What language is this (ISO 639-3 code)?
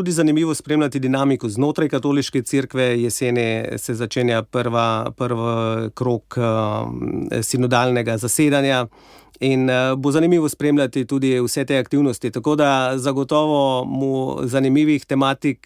slv